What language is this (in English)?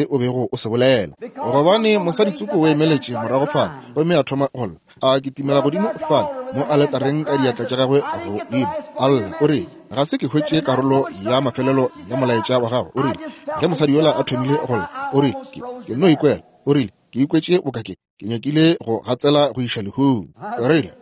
Northern Sotho